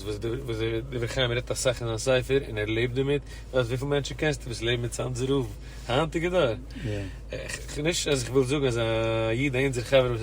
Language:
Yiddish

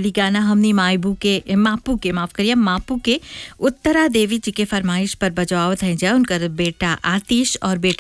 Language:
Bhojpuri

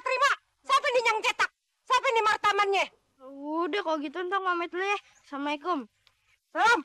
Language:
Betawi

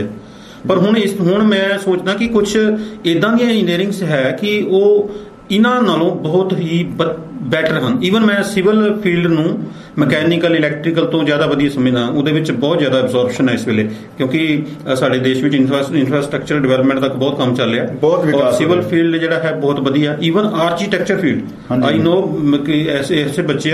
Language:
Punjabi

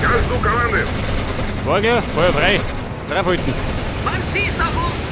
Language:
Bavarian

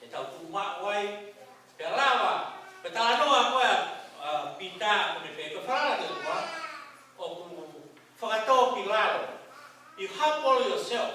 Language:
Tongan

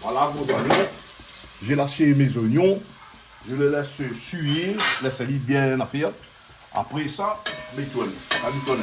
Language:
Réunion Creole French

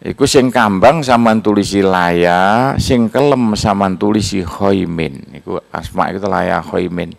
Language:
Javanese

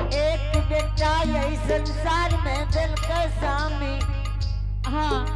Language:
Angika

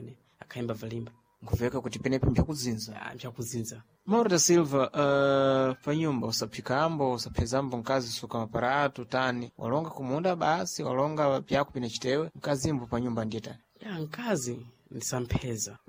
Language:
Sena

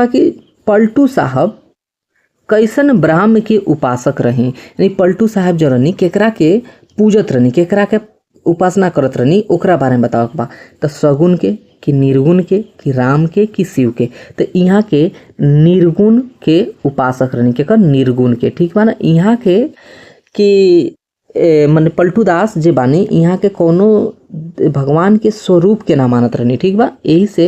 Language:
Bhojpuri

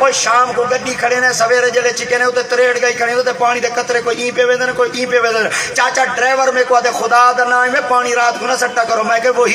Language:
Saraiki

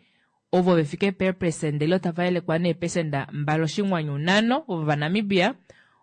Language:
Kuanyama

